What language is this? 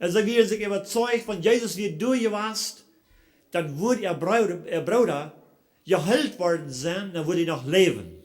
Plautdietsch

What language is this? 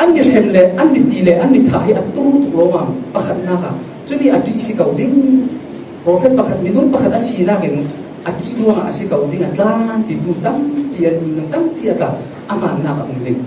Falam Chin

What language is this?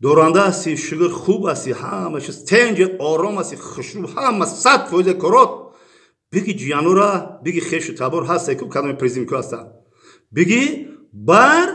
Tajik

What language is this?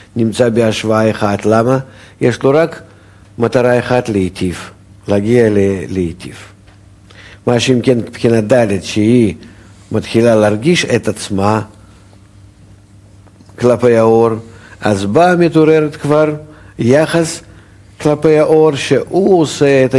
Hebrew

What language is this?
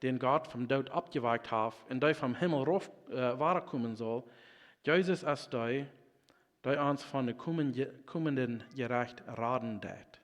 Plautdietsch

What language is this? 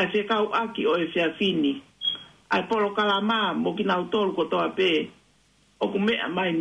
Tongan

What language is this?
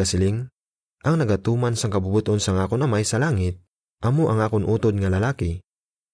Hiligaynon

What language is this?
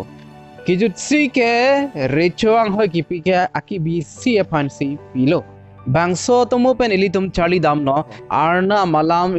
Karbi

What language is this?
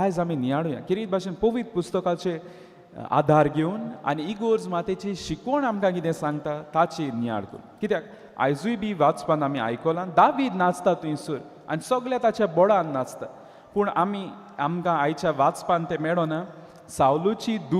Konkani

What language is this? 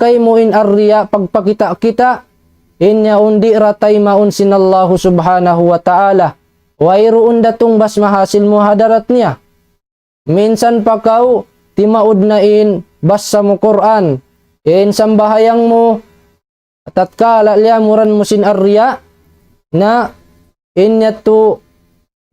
Tausug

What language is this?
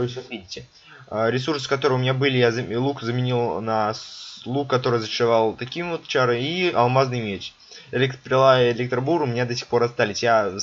Russian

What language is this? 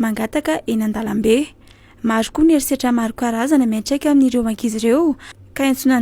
Malagasy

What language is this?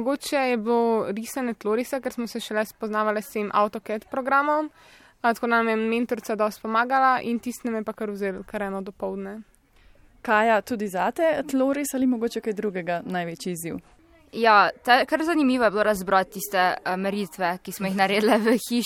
Slovenian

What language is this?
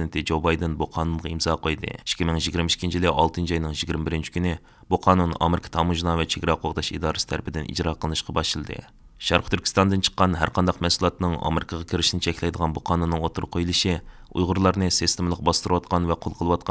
Uyghur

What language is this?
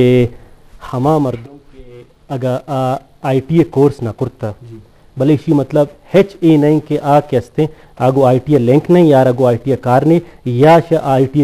Eastern Balochi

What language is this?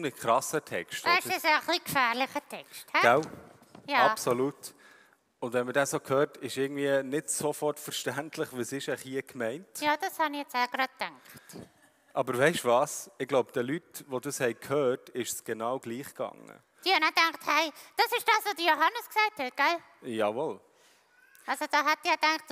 Swiss German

